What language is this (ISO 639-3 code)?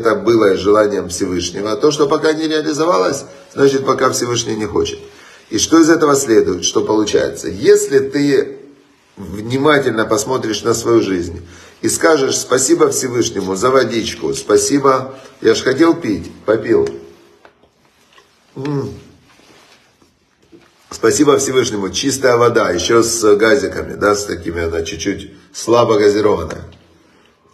rus